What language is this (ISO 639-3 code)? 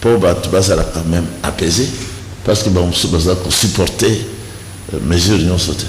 lin